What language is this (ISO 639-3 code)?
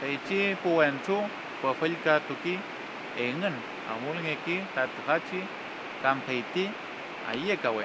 arn